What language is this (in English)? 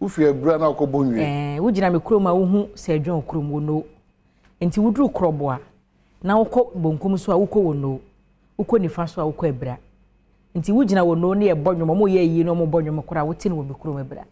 Akan